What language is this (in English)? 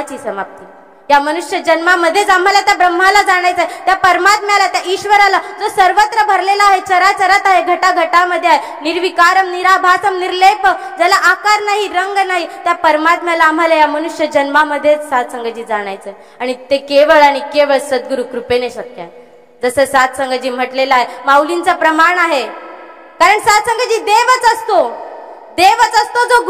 Marathi